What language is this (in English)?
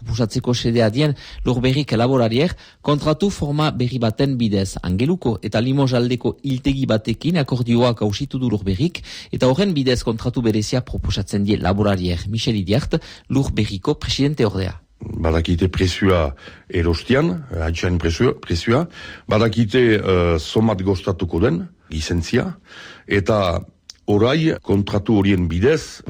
Basque